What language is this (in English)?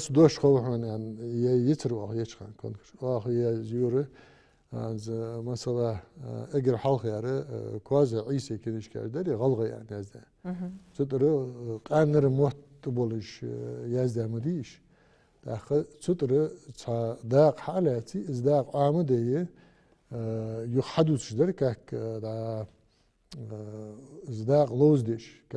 Ingush